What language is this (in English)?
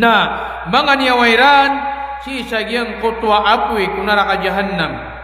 Maranao